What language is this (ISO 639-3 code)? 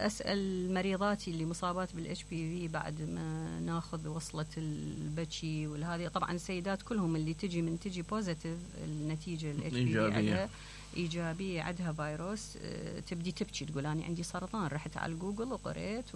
acm